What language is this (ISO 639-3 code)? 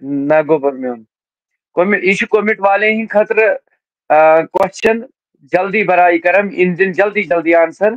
kas